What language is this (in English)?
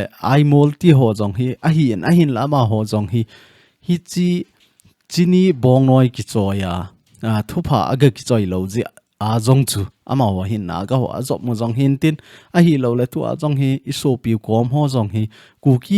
Thado Chin